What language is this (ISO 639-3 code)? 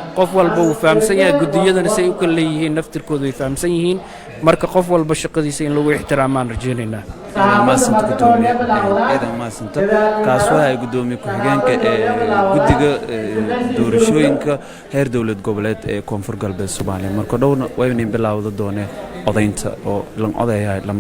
som